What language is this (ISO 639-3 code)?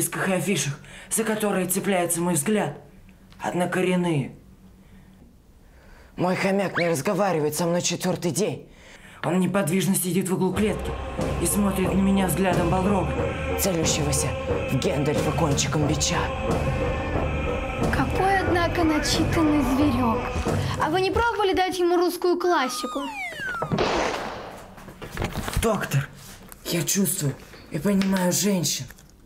rus